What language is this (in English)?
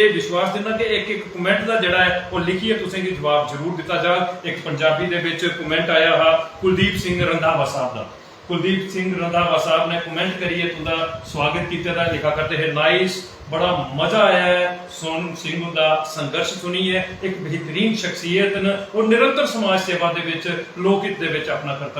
Dogri